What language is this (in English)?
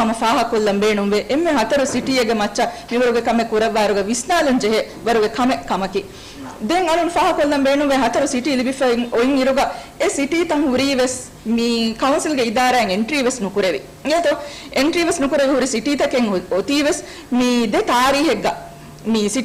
Divehi